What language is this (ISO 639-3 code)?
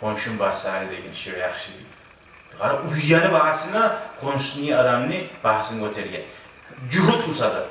kum